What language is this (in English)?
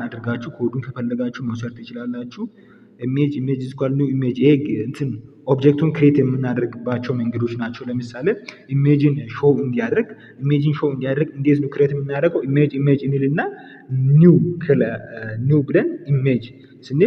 Amharic